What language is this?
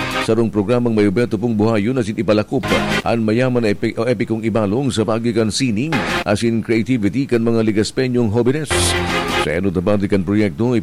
Bikol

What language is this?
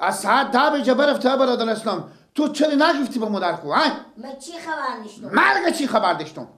Persian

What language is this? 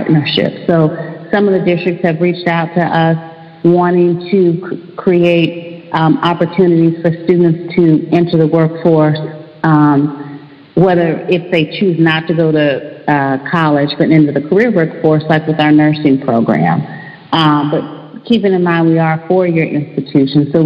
English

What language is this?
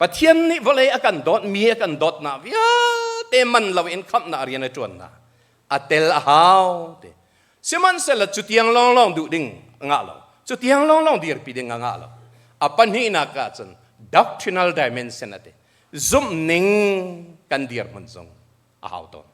Hakha Chin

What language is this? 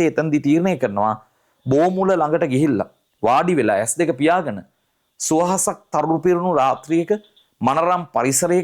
Sinhala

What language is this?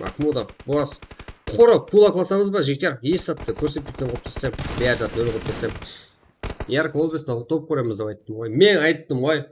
Kara-Kalpak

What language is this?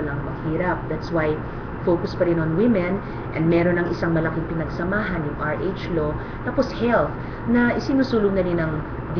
Filipino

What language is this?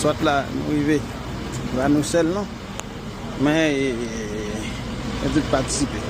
Haitian Creole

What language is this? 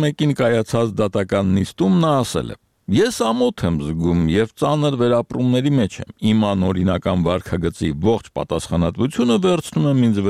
Armenian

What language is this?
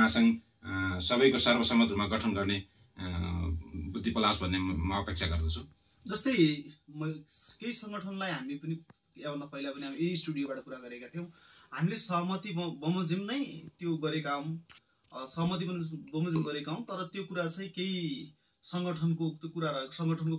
Nepali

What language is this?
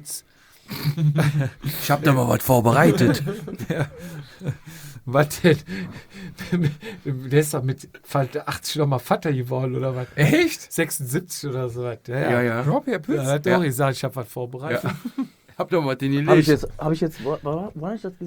German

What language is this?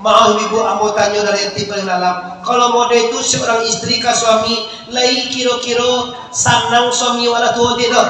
Minangkabau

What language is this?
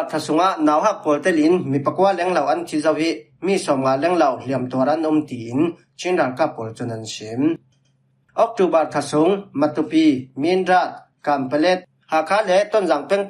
Falam Chin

